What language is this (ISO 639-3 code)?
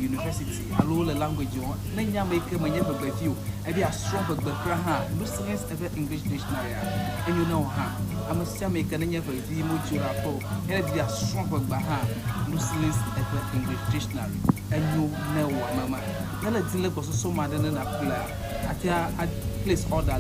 ewe